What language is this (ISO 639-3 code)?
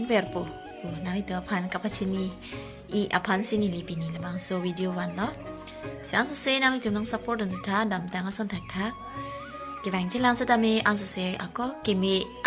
mjw